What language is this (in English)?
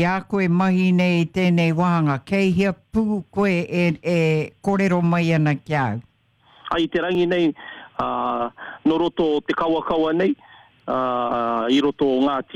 Māori